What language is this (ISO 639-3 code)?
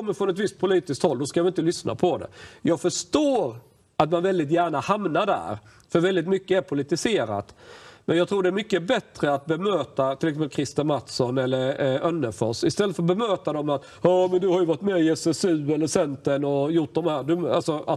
swe